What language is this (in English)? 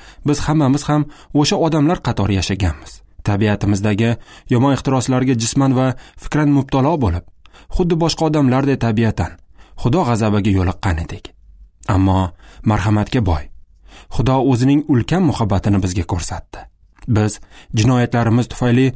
Uzbek